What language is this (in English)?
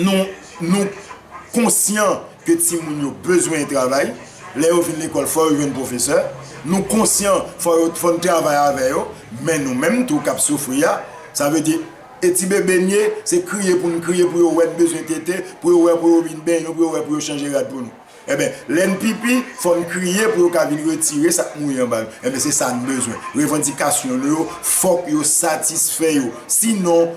Haitian Creole